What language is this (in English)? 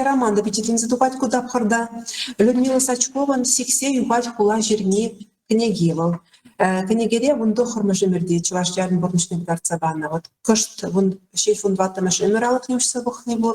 Chuvash